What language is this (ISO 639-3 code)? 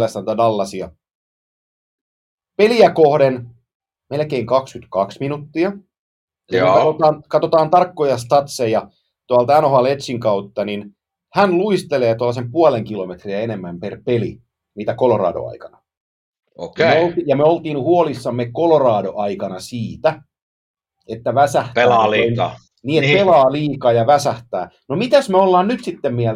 fin